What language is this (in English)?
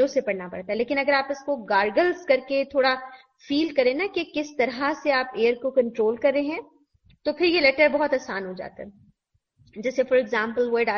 Urdu